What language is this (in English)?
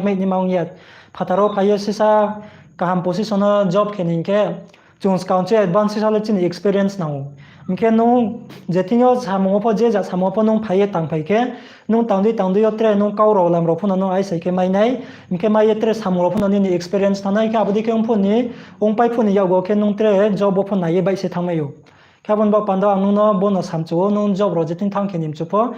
Riang (India)